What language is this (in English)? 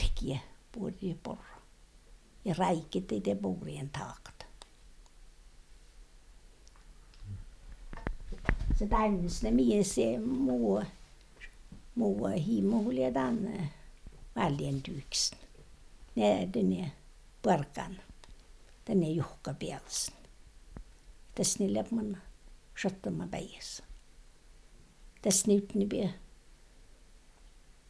Tornedalen Finnish